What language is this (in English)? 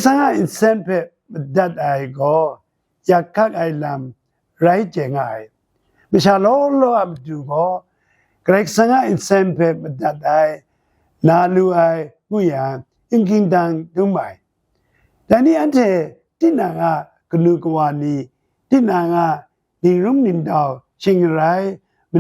Kachin